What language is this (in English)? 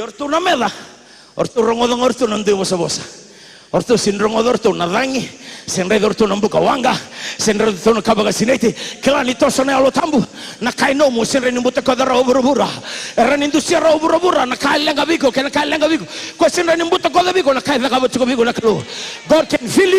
Fijian